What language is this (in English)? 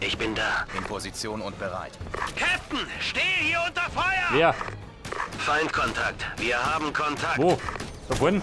Bavarian